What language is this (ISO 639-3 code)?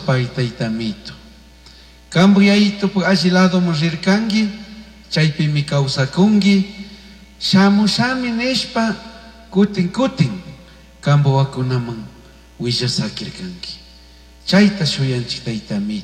qug